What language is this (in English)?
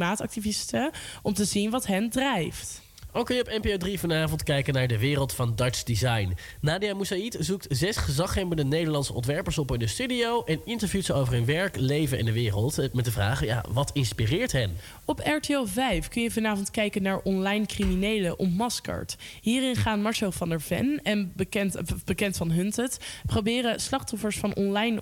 Dutch